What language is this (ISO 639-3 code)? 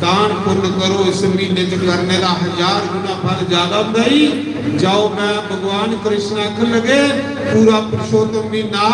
doi